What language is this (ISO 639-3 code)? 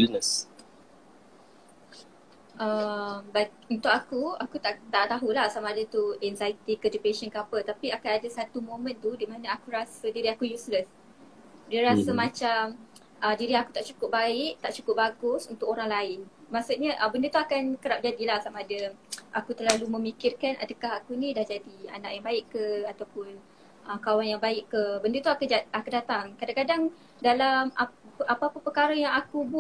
msa